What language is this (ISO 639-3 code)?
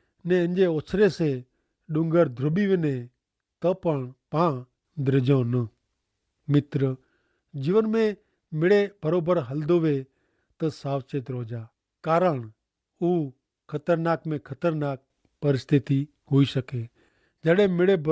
kfr